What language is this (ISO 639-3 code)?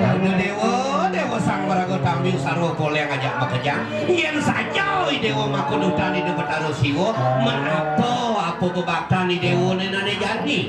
ban